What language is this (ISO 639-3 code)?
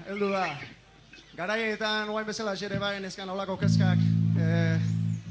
eus